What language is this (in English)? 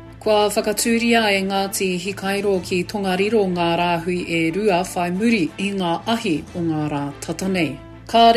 Māori